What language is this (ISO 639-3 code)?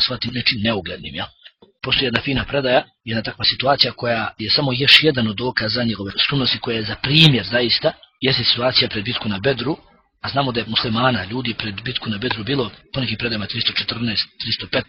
bos